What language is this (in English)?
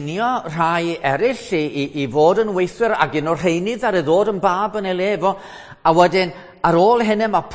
Welsh